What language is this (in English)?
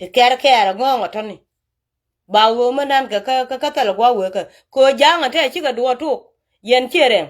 Nuer